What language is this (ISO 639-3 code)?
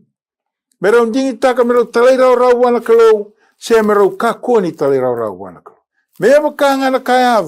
fij